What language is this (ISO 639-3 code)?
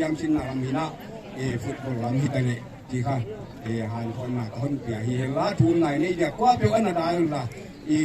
pck